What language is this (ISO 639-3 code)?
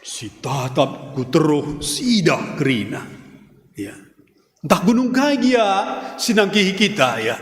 btx